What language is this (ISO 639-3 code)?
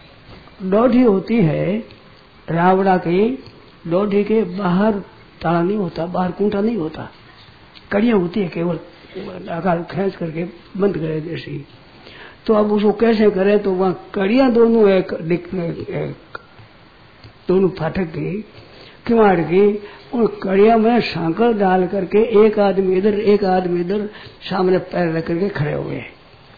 hin